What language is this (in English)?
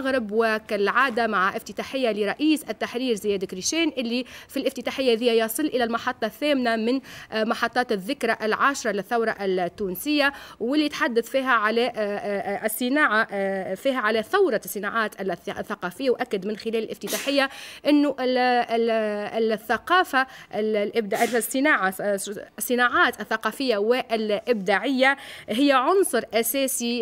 Tunisian Arabic